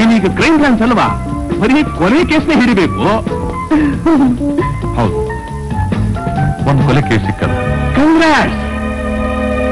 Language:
Kannada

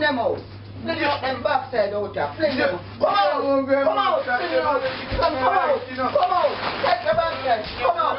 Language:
Jamaican Creole English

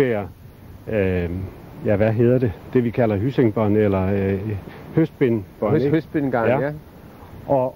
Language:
Danish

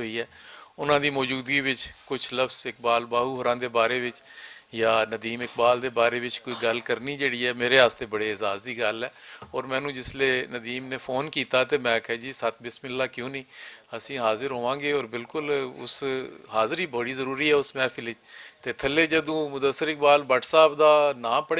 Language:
Western Panjabi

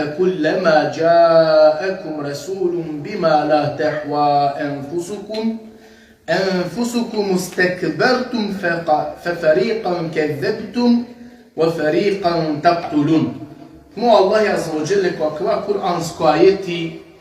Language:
Balkan Romani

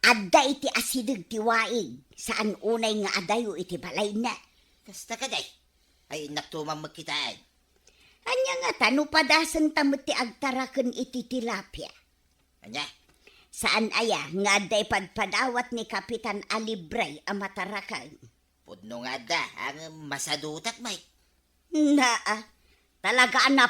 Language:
Iloko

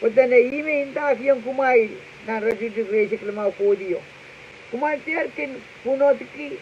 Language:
Pohnpeian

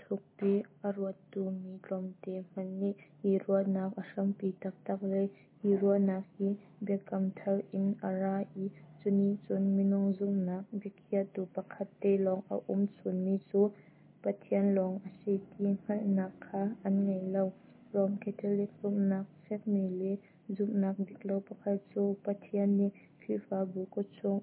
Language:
Hakha Chin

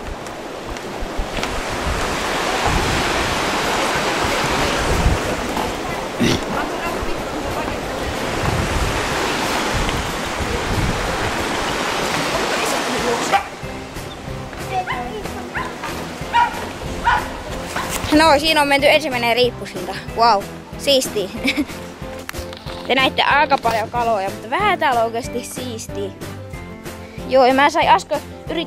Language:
Finnish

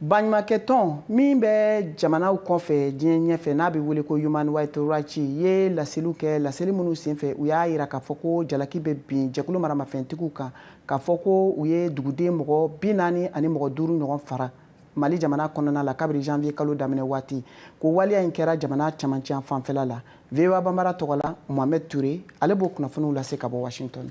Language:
Bambara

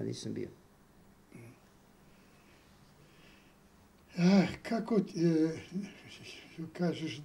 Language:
Serbian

